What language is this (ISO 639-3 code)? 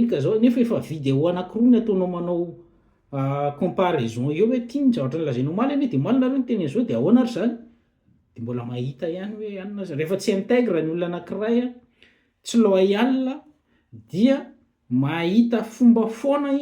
mlg